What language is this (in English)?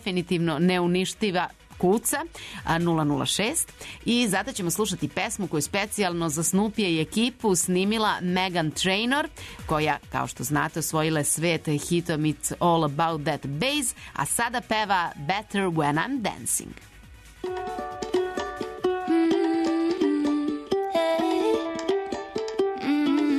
Serbian